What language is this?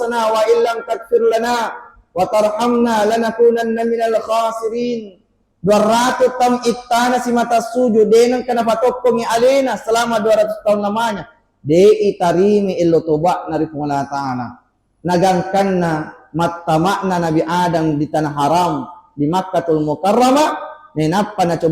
Buginese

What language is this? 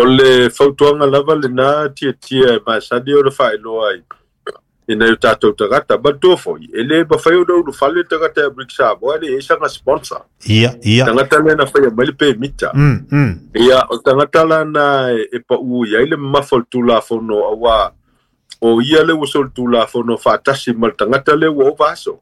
Samoan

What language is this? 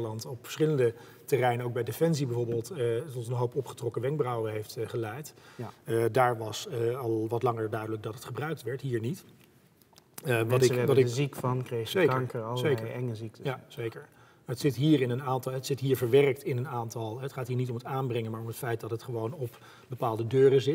Dutch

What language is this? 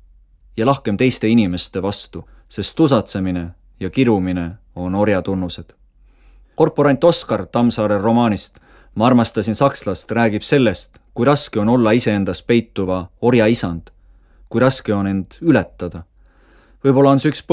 Estonian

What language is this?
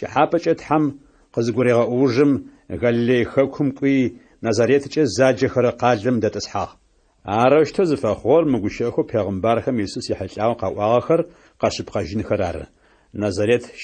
Adyghe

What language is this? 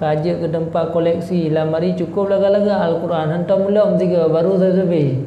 Achinese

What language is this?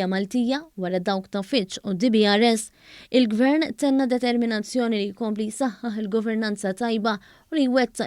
Maltese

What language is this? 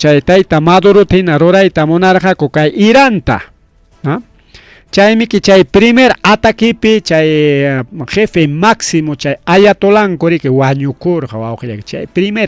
Ayacucho Quechua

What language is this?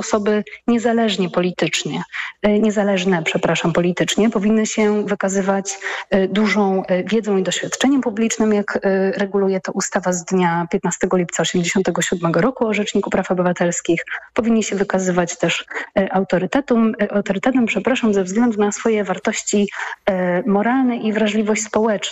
Polish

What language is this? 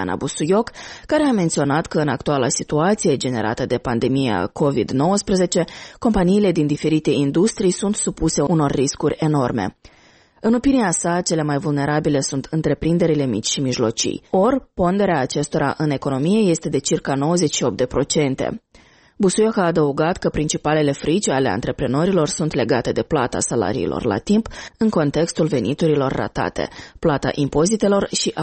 Romanian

